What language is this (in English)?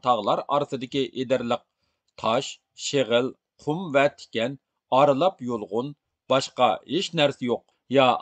Uyghur